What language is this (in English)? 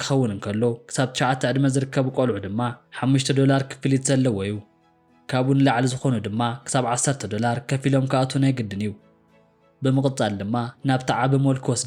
Tigrinya